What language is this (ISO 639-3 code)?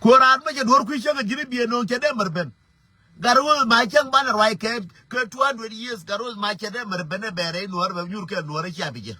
nus